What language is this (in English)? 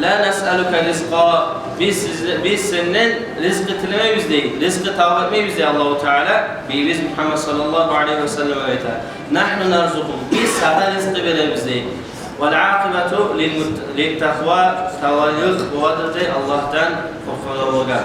Kumyk